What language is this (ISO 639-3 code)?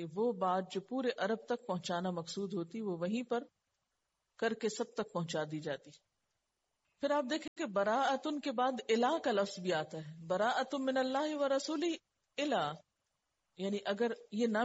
urd